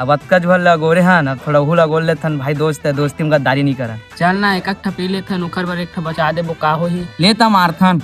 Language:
Chhattisgarhi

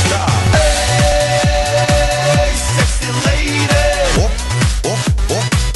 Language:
Korean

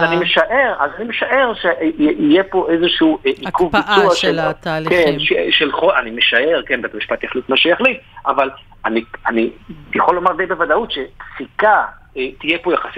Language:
Hebrew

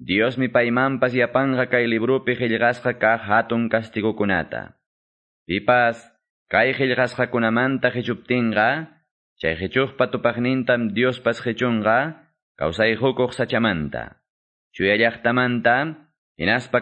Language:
Quechua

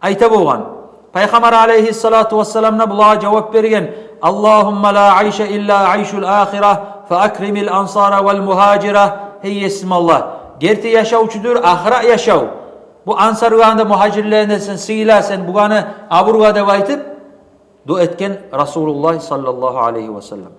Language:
Kumyk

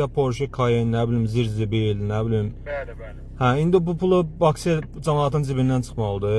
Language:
Azerbaijani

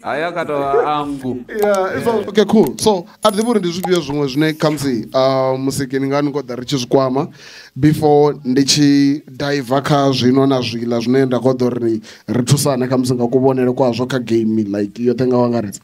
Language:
Venda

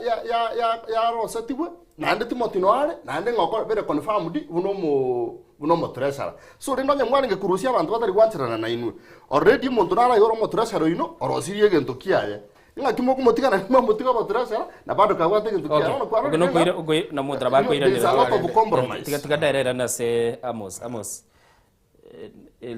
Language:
Gusii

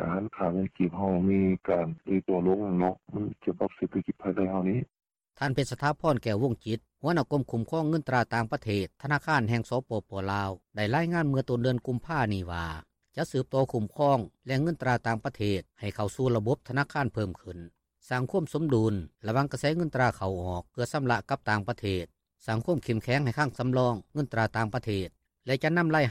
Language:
Lao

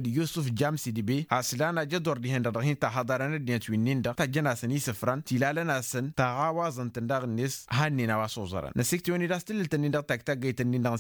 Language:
Tamasheq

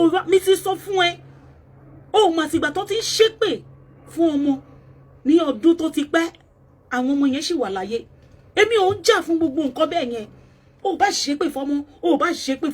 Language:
Yoruba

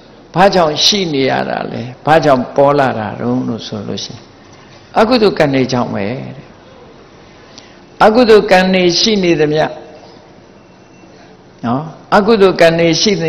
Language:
Burmese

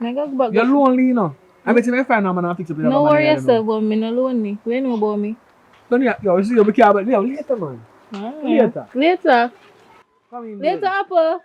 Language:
Jamaican Creole English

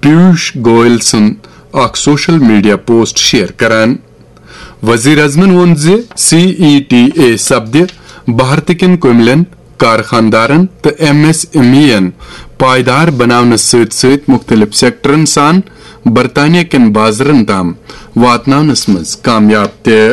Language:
Kashmiri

